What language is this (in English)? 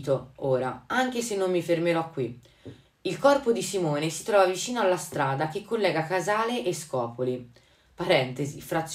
Italian